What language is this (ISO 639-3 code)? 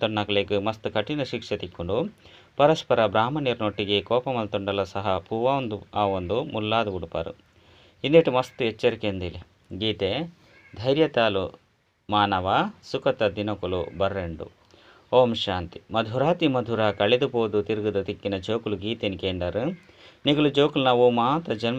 tcy